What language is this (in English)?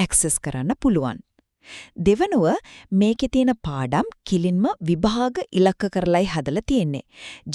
Sinhala